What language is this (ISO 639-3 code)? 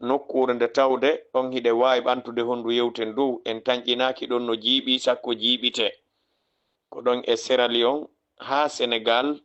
ful